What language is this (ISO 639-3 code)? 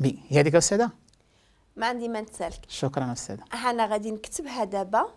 ary